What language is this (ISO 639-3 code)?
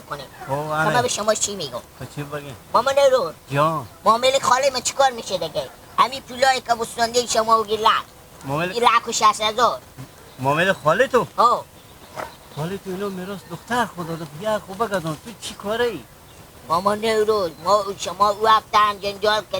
fas